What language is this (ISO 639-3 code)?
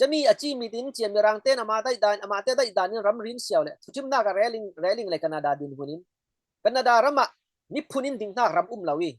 cfm